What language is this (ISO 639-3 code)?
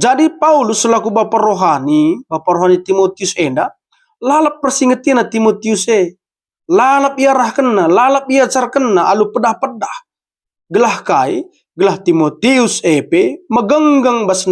btx